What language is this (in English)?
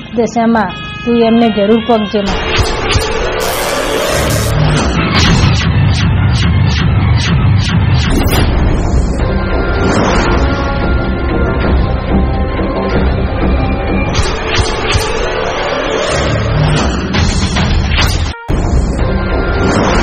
Gujarati